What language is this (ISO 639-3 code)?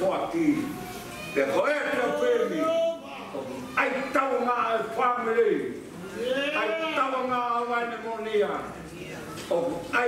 ton